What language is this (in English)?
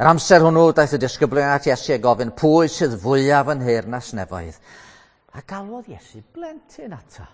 Welsh